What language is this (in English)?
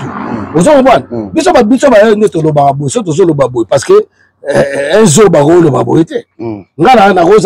Lingala